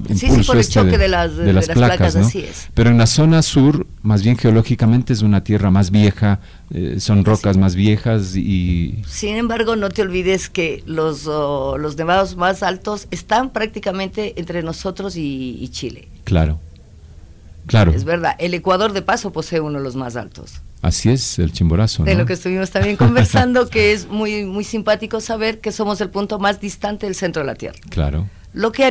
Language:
Spanish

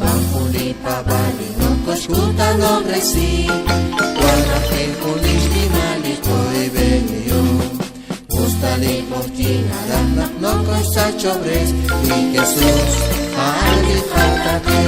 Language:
Kekchí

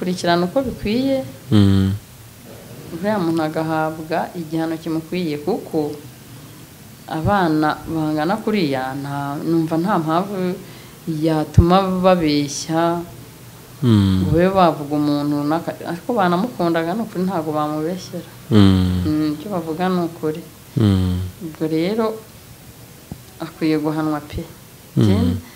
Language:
Kinyarwanda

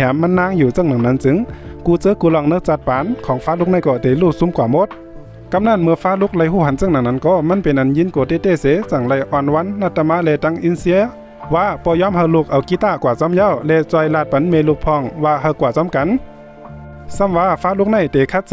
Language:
Shan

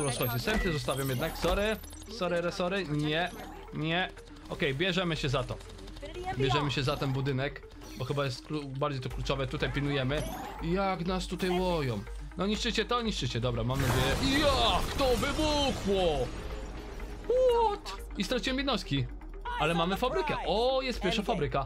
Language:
Polish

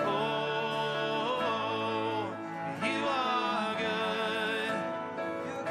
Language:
Ewe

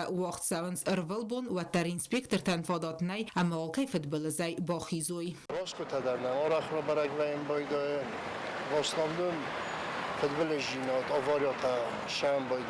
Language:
Ossetic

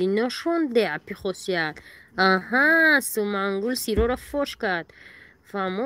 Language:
Tajik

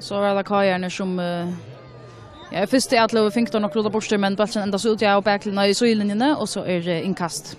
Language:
Faroese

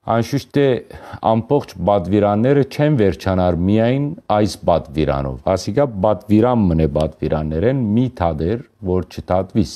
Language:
Western Armenian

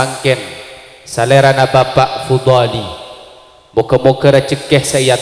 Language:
Madurese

